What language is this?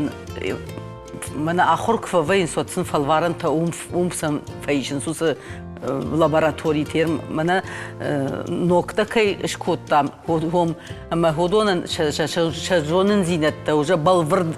Ossetic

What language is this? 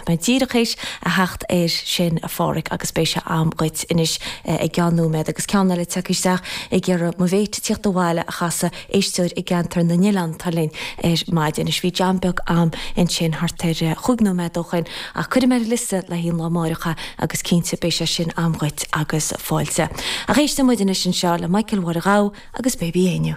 Irish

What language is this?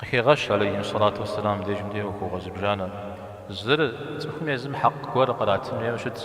Kabardian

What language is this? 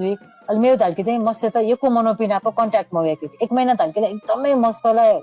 Newari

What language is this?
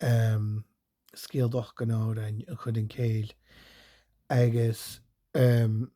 Scottish Gaelic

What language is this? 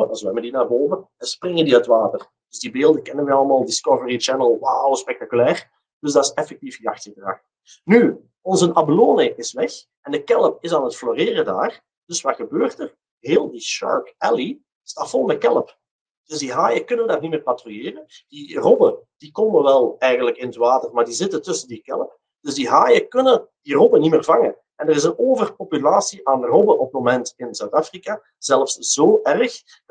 Dutch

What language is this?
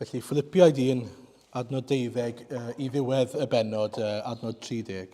Welsh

